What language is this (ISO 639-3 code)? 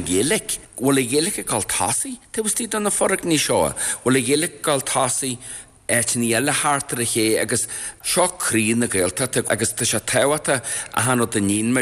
gle